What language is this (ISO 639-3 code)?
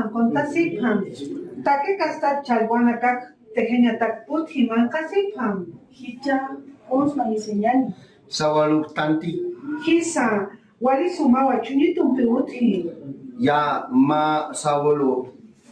aym